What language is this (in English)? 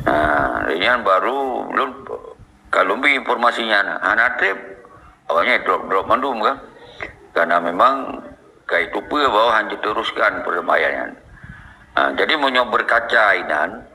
Achinese